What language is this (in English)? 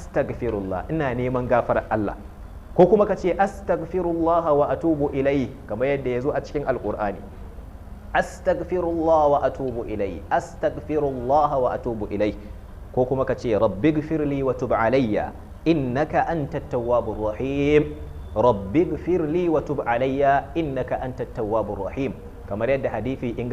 Hausa